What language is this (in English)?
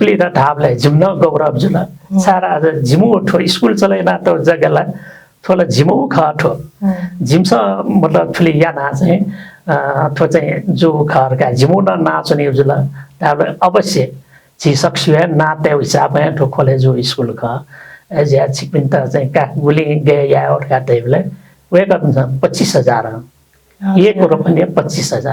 Newari